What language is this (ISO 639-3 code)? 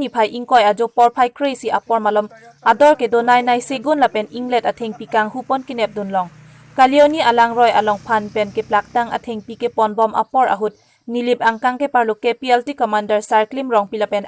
mjw